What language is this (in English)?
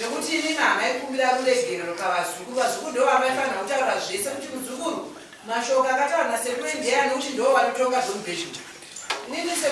Shona